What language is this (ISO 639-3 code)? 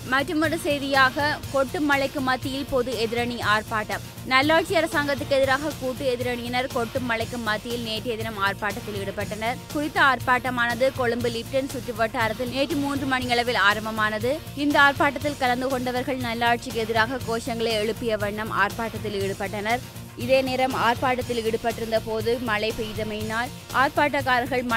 tam